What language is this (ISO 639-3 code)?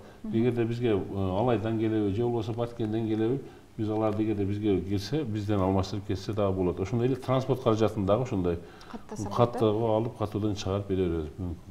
kir